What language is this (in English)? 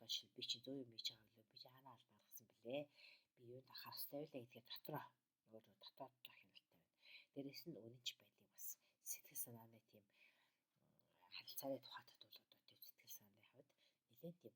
Mongolian